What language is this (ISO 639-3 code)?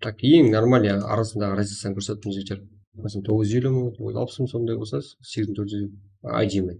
kaa